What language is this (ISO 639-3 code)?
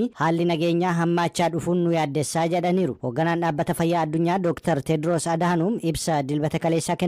orm